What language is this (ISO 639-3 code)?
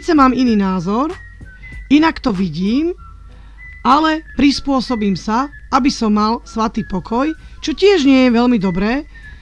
slk